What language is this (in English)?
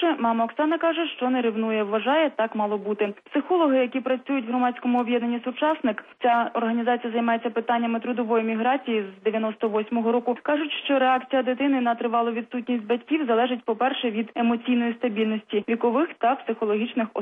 Ukrainian